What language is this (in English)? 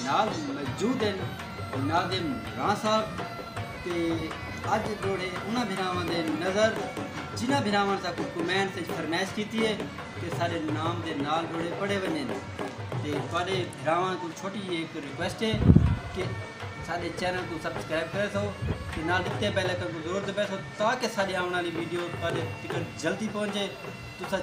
Saraiki